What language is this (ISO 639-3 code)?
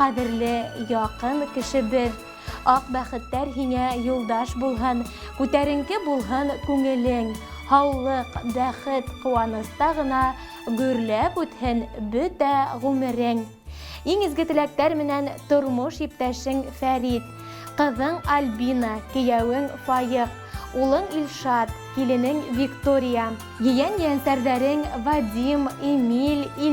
bak